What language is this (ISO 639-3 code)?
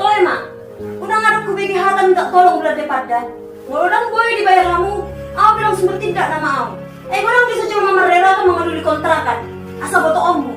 bbc